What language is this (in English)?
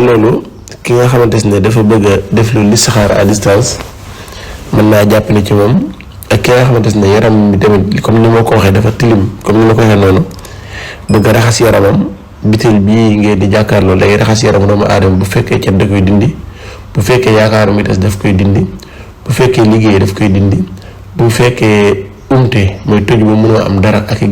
Wolof